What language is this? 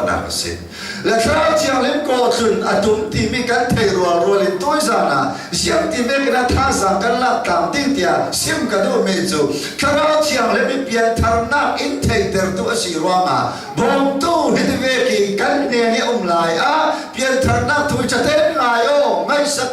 Hakha Chin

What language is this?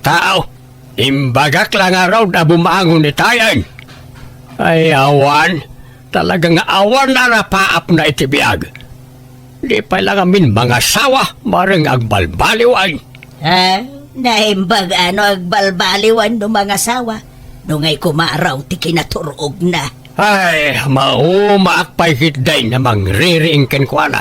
Iloko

